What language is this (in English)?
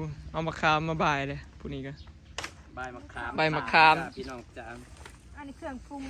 Northeastern Thai